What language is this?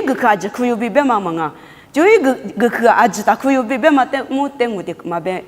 Lisu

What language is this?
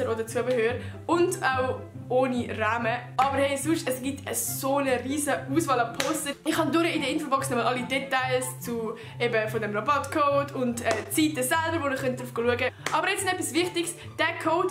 Swiss German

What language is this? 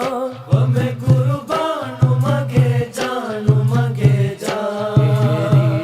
Divehi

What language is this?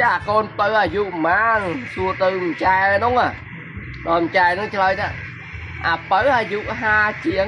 Khmer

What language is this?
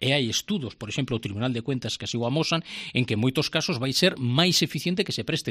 Galician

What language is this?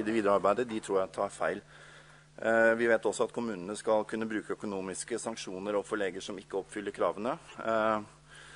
Norwegian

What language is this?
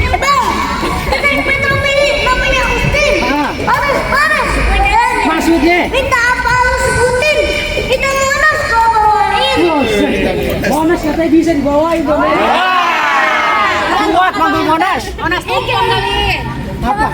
Betawi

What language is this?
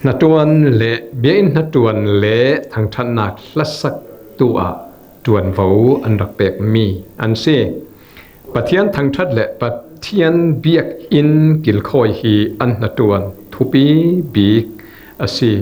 Falam Chin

